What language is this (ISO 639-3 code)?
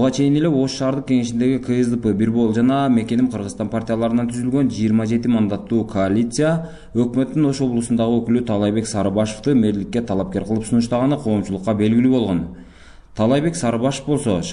kir